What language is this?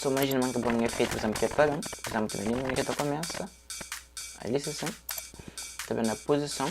Kabuverdianu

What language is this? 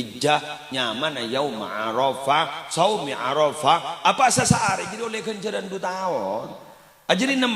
Madurese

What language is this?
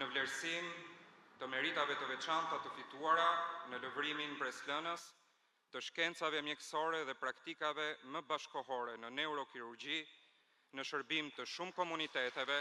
Albanian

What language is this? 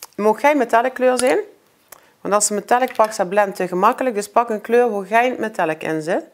Limburgish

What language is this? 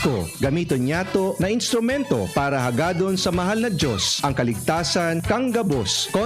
Bikol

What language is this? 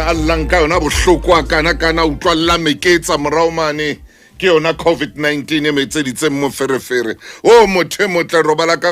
Southern Sotho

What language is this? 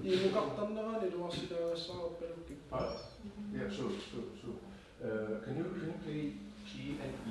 Kalaallisut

